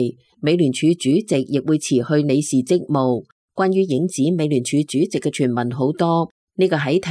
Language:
Cantonese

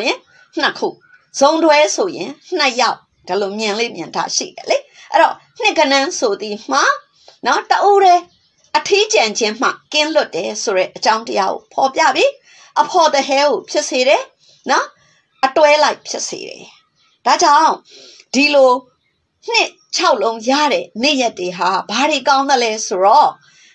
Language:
Burmese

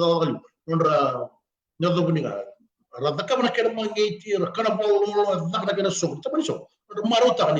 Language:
Fijian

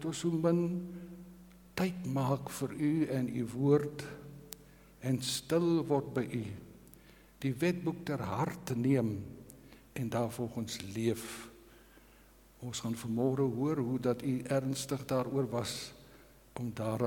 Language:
Afrikaans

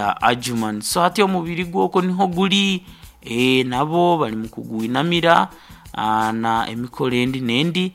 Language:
Nyankole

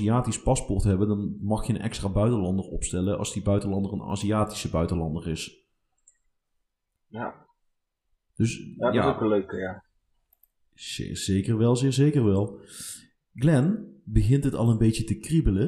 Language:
Dutch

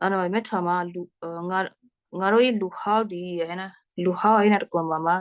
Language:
Western Kayah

